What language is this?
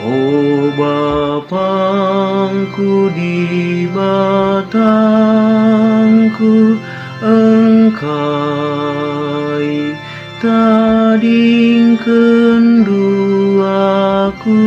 Batak Karo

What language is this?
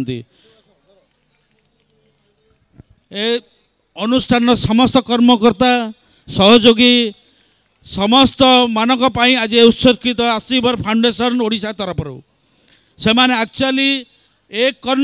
Odia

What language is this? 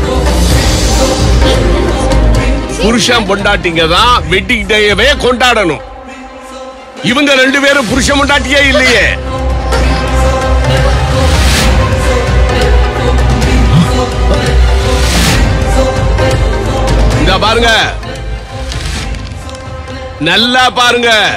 Tamil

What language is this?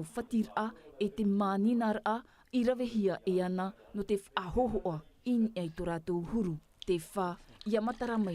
Tahitian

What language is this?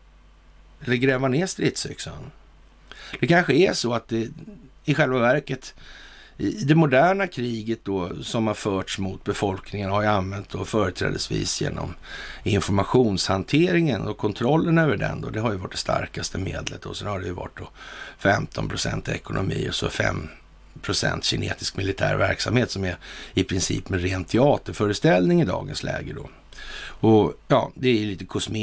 Swedish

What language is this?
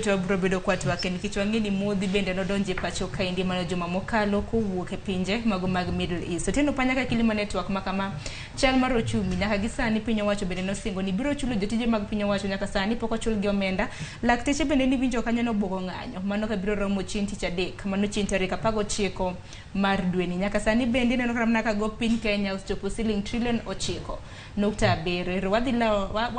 Luo (Kenya and Tanzania)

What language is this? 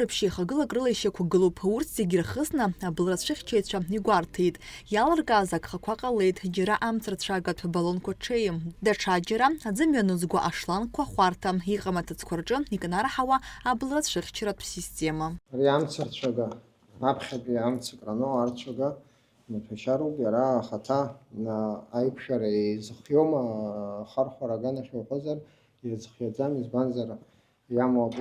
Abkhazian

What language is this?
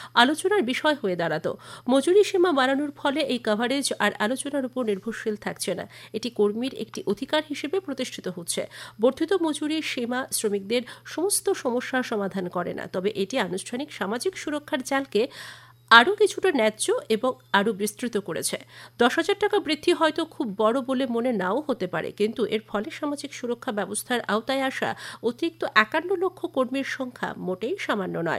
Bangla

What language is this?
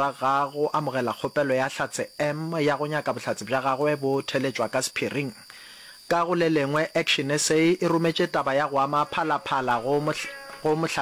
Northern Sotho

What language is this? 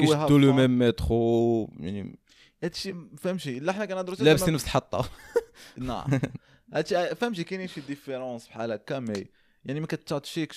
Moroccan Arabic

